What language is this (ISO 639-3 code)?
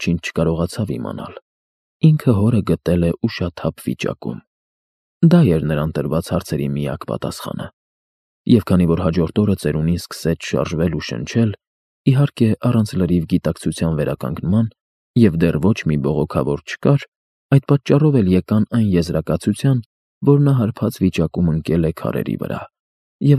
hye